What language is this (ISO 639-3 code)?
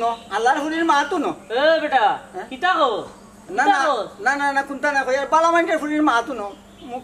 syl